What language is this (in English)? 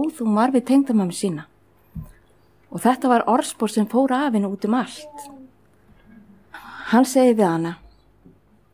Icelandic